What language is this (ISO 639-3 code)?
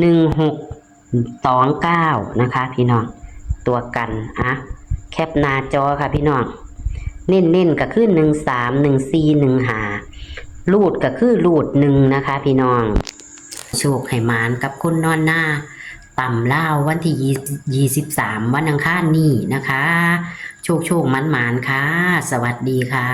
tts